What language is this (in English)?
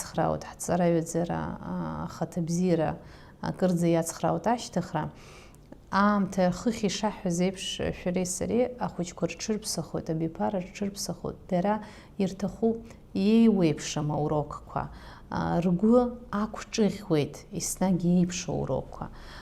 Abkhazian